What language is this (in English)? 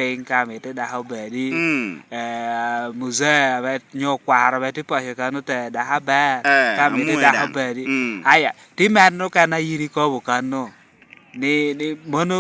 Lango (Uganda)